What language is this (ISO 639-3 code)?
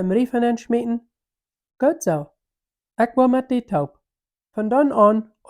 pdt